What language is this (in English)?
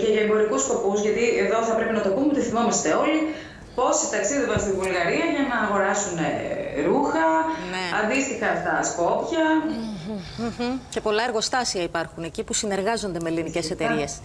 Greek